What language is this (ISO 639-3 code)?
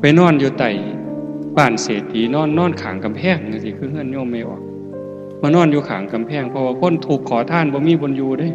tts